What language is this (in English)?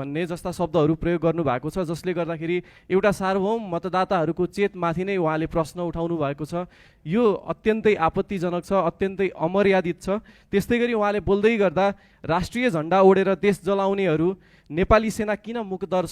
Nepali